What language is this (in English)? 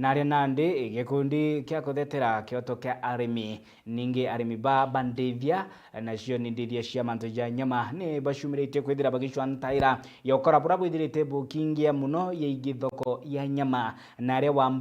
Meru